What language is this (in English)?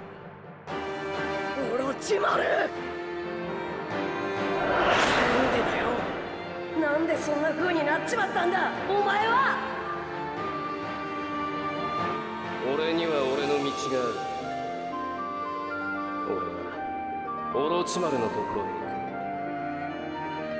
Japanese